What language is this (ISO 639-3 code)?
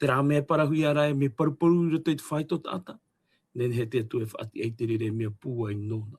tah